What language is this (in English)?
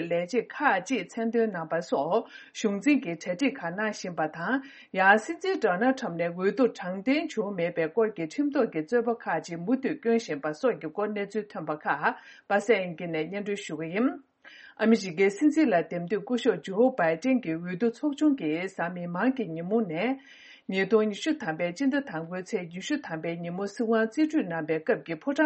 Tibetan